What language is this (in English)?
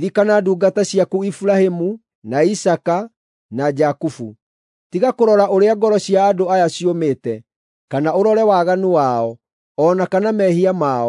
Kikuyu